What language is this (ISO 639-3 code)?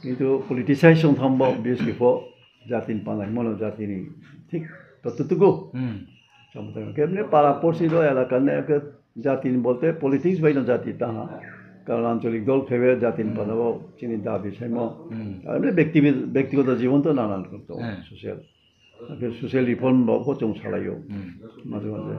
ria